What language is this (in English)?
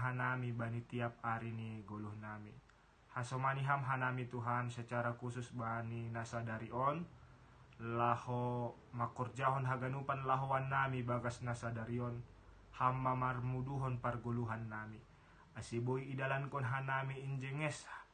Batak Simalungun